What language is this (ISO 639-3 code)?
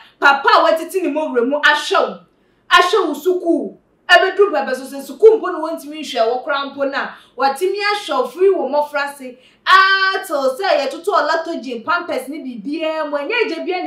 aka